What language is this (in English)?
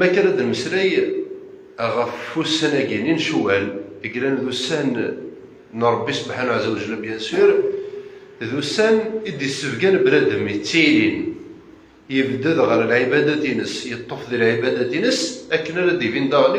Kabyle